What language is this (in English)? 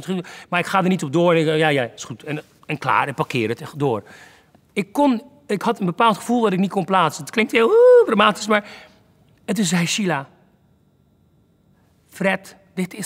Dutch